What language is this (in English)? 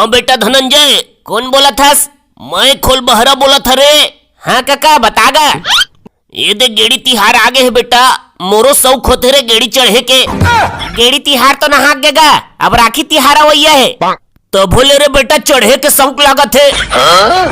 Chhattisgarhi